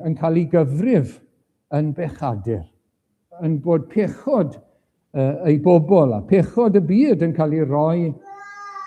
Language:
Welsh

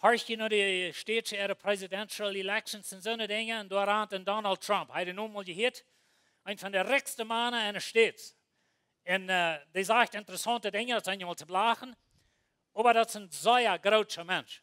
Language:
Plautdietsch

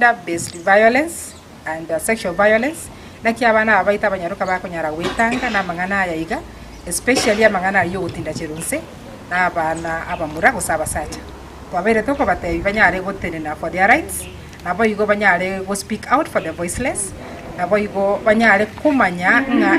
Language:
Gusii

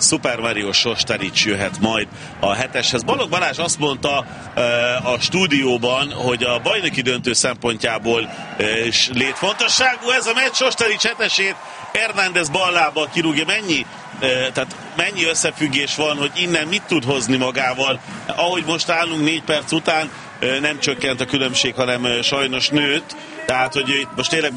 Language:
Hungarian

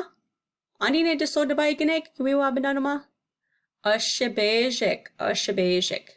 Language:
Chippewa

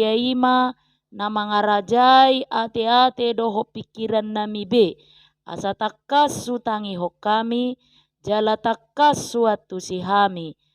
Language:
Batak Toba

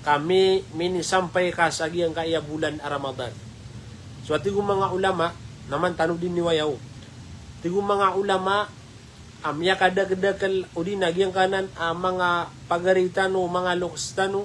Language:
Maranao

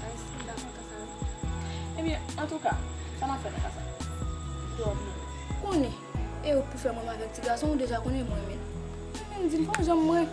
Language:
Haitian Creole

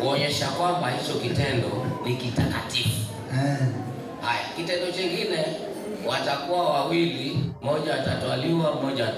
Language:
Swahili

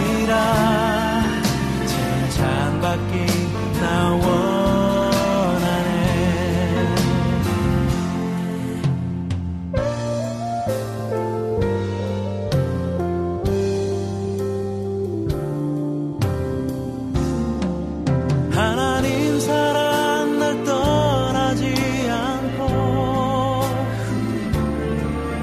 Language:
Korean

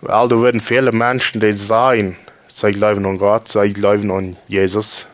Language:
Plautdietsch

